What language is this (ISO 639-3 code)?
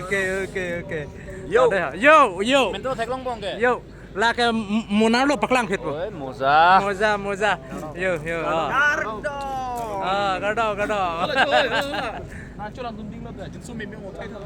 mjw